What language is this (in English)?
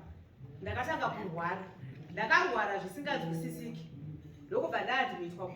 Shona